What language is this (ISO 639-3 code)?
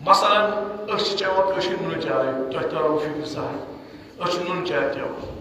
kas